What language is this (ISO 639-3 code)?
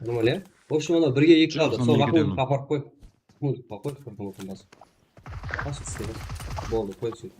kaa